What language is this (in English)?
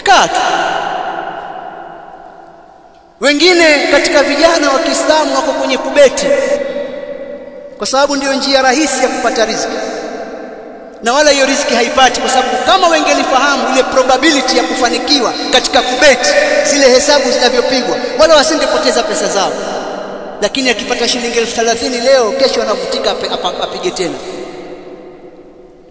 Swahili